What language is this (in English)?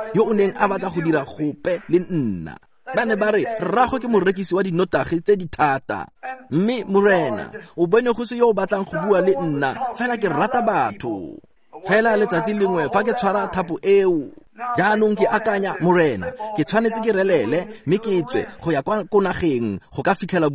Tswana